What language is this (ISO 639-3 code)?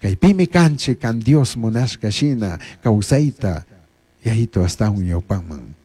qug